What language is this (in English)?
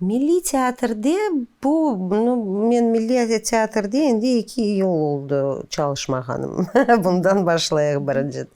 Crimean Tatar